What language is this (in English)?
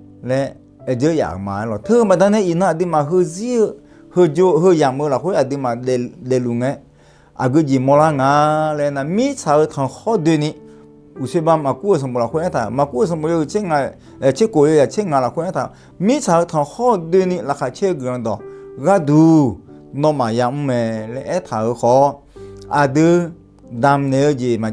Akha